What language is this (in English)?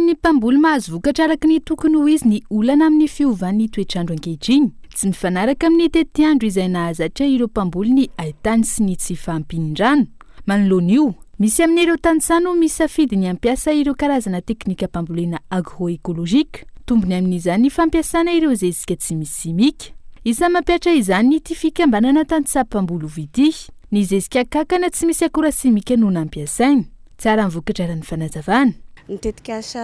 Malagasy